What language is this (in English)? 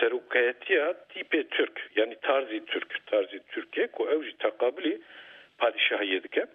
Kurdish